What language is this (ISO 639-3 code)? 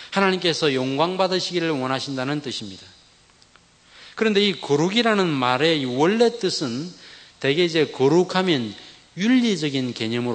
kor